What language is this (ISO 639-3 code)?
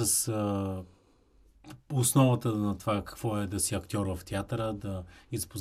bul